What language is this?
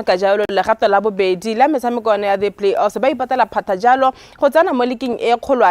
Tswana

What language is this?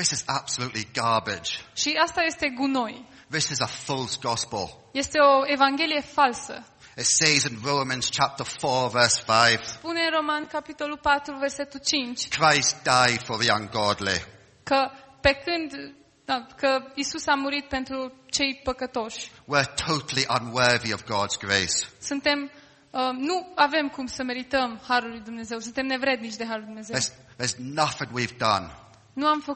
Romanian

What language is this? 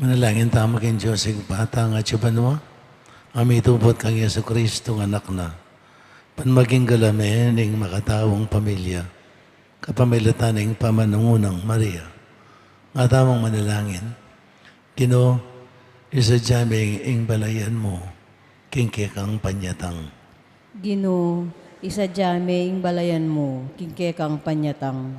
Pampanga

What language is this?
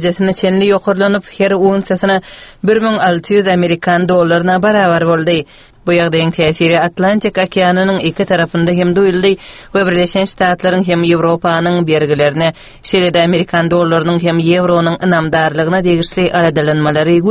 Turkmen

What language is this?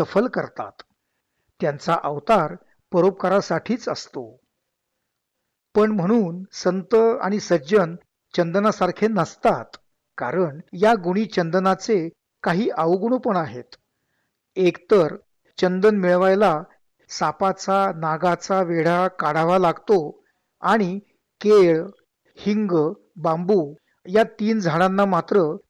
Marathi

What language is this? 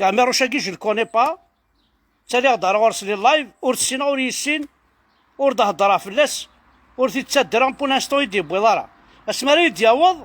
Kabyle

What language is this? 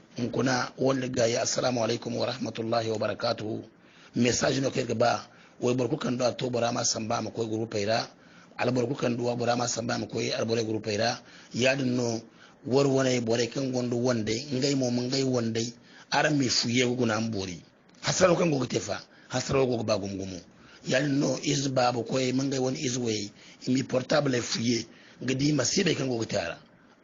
Hausa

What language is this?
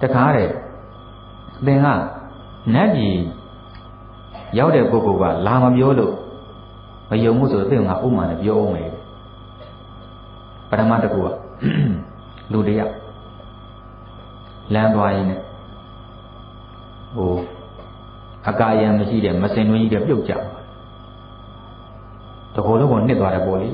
Burmese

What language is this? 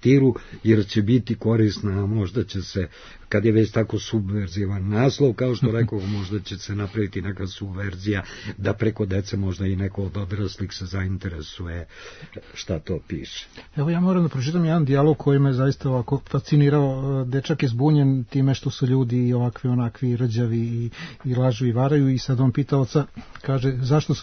Serbian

